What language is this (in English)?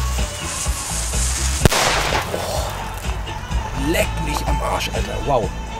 German